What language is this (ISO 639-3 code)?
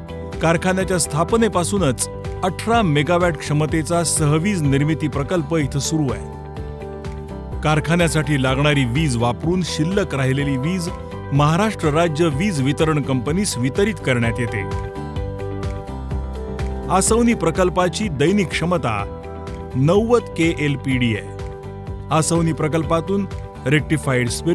mar